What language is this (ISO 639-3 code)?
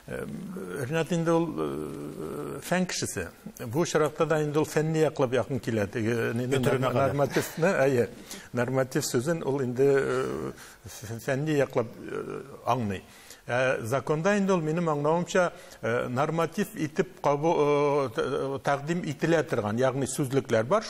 tat